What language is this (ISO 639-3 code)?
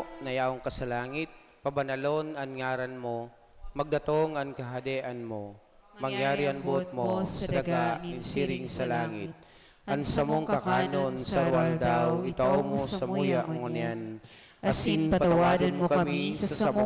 bik